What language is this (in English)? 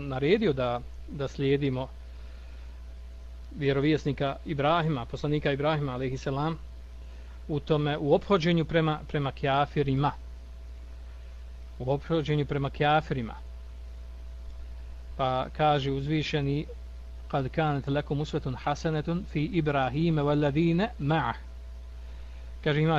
Bosnian